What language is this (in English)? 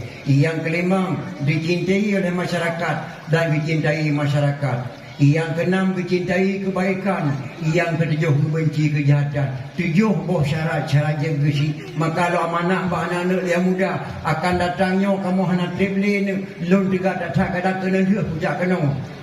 Achinese